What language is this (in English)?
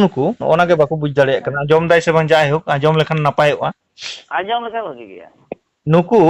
Santali